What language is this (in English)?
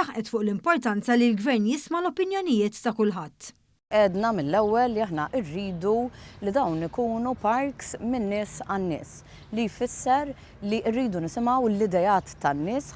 Maltese